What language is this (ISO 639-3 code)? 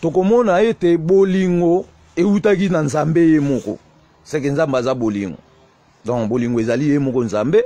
lin